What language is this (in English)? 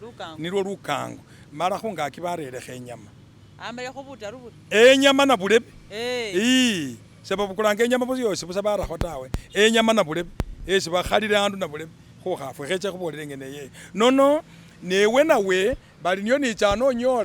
Masaaba